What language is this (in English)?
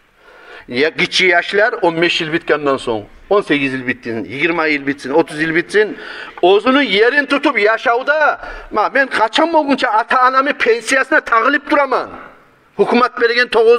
Kumyk